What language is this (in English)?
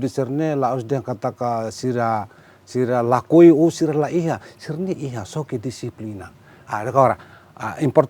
Tetum